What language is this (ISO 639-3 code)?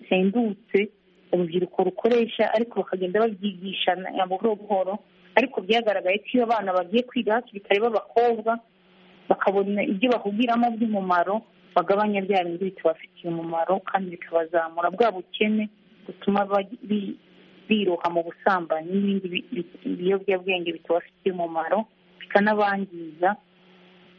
kin